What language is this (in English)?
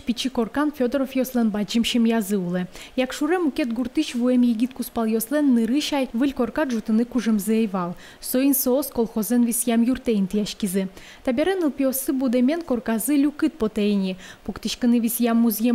Udmurt